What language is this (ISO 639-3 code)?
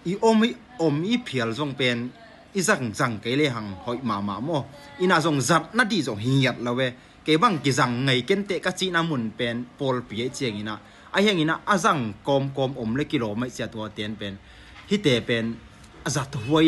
ctd